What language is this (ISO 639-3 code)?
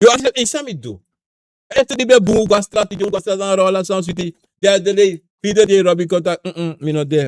srn